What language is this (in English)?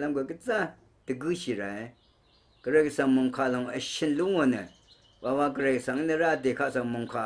Rawang